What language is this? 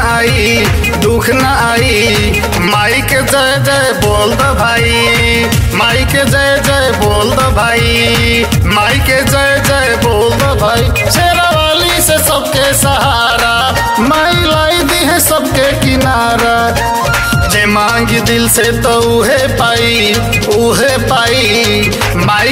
Bhojpuri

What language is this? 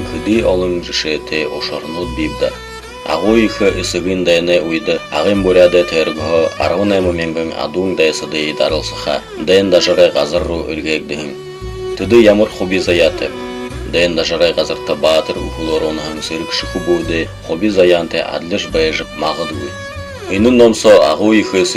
Buriat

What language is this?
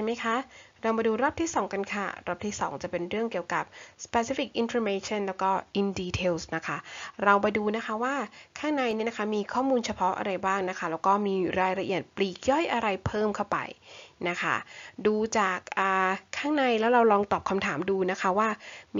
Thai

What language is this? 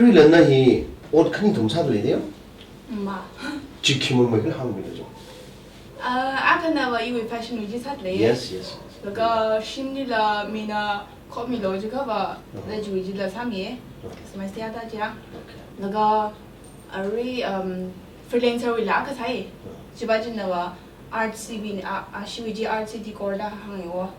Tangkhul Naga (India)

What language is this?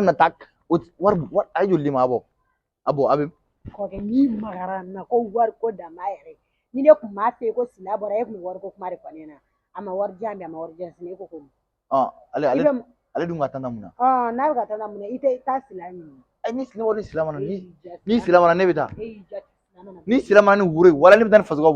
Bambara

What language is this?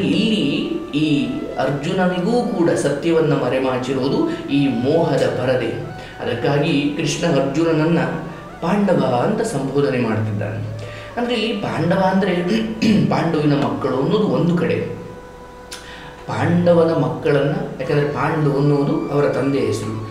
Kannada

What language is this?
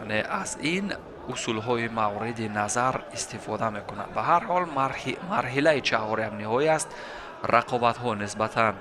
Tajik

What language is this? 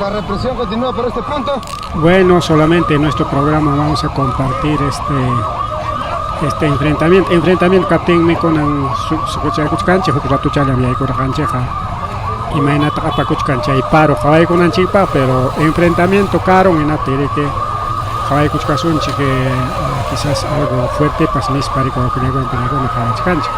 Ayacucho Quechua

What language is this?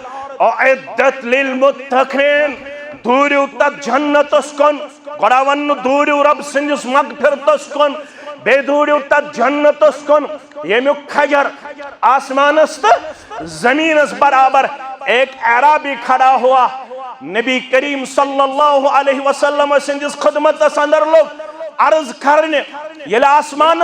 Kashmiri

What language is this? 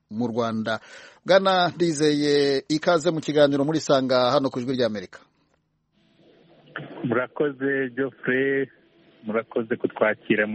Kinyarwanda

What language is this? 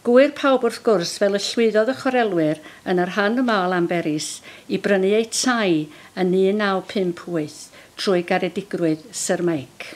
Welsh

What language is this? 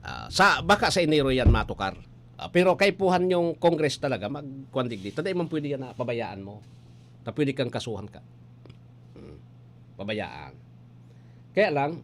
Bikol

